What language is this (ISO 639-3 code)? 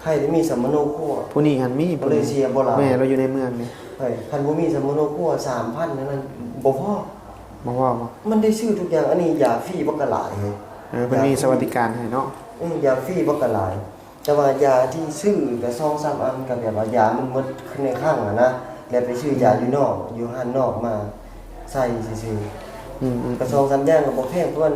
tts